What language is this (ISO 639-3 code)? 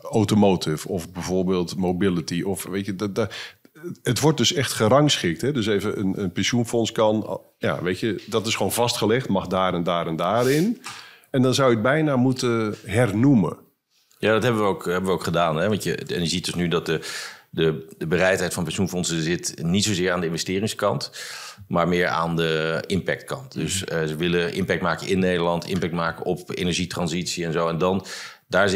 nld